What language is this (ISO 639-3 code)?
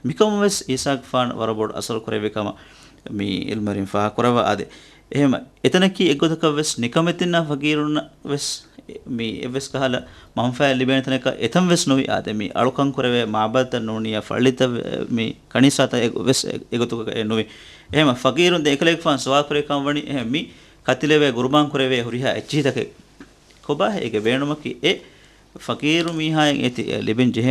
div